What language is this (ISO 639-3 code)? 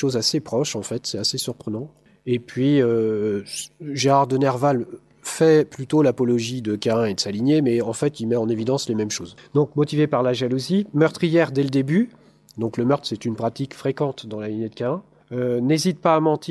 fra